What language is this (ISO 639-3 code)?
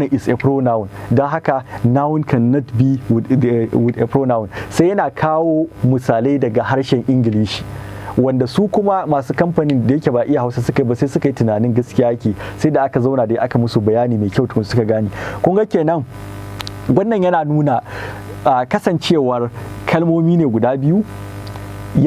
hau